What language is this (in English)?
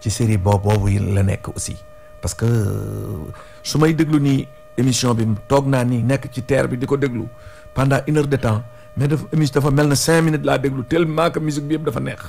Wolof